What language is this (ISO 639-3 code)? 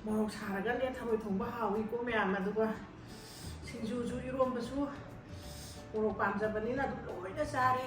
mni